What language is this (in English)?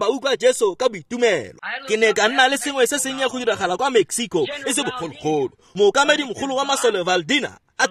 Tswana